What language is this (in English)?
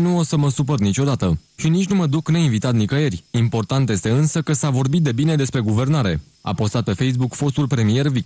Romanian